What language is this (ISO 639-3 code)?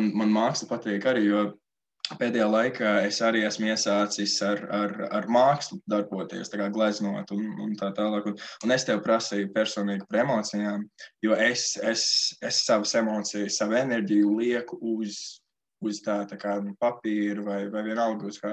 lav